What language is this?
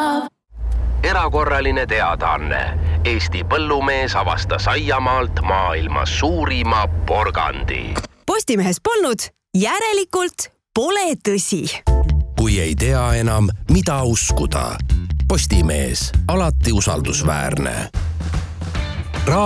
Estonian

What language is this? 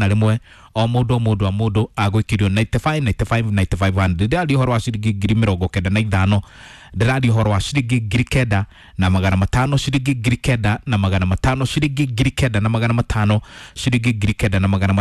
Kikuyu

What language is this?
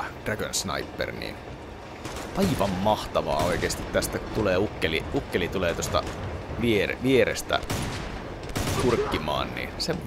Finnish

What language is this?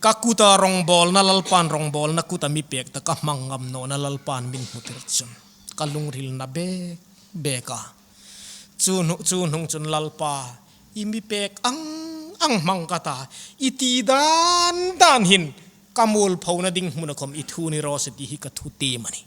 Hmar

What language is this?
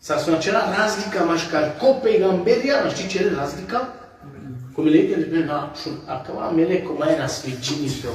Balkan Romani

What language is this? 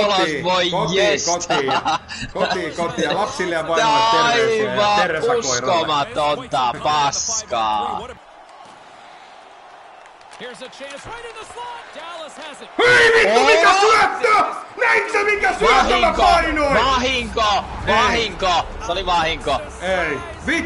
Finnish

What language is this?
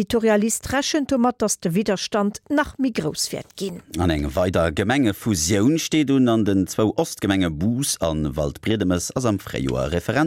Luxembourgish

